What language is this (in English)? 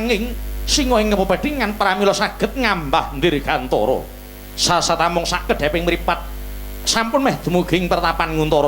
Javanese